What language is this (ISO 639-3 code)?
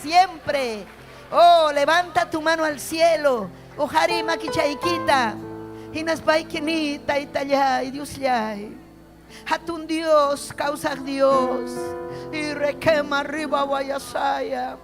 quy